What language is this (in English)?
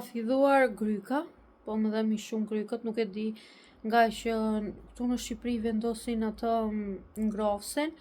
Albanian